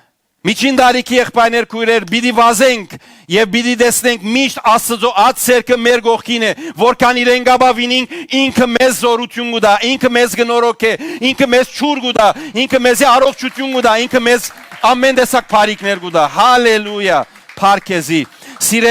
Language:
Western Armenian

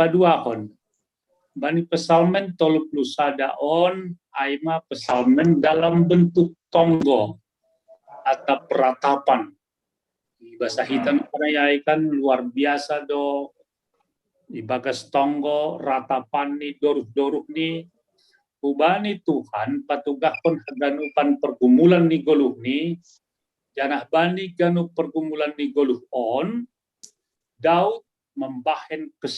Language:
Batak Simalungun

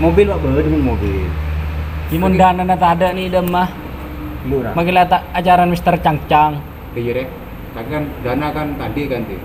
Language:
Madurese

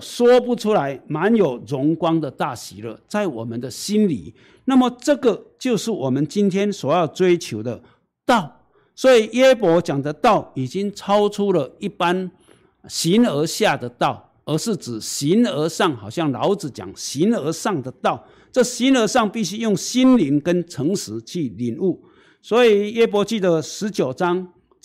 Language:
Chinese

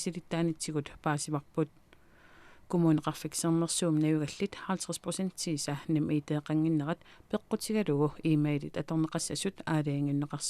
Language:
Kalaallisut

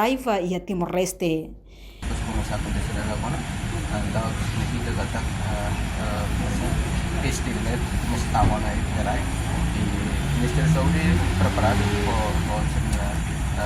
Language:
Tetum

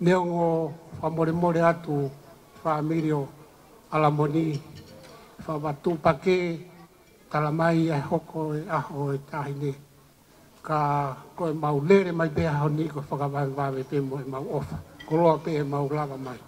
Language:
Tongan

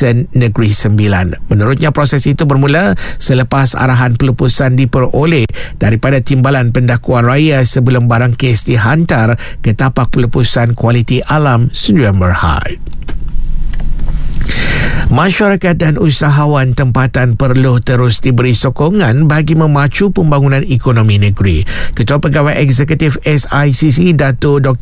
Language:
Malay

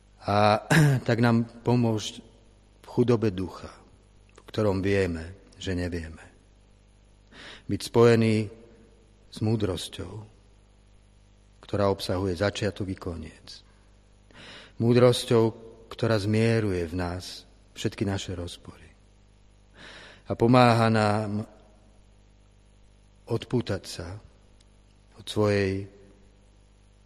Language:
Slovak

